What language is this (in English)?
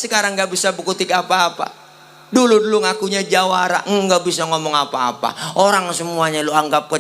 Betawi